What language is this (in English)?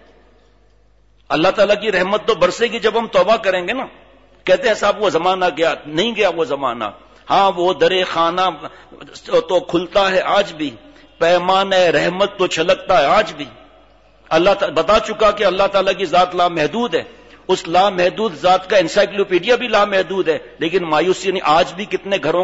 Urdu